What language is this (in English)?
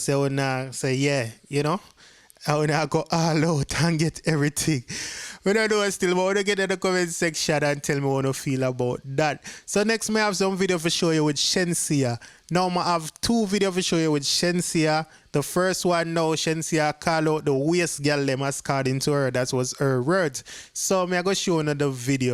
Jamaican Creole English